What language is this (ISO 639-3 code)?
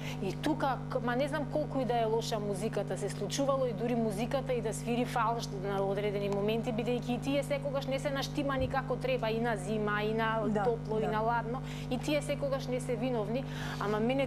mkd